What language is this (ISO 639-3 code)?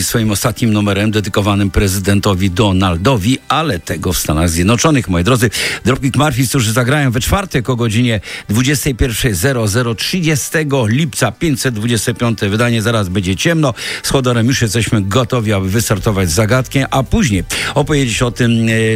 pol